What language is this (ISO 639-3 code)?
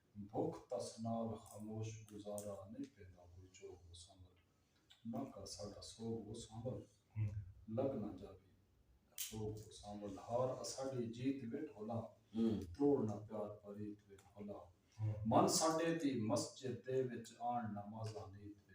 skr